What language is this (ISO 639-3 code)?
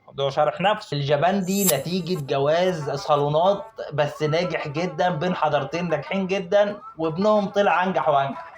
arz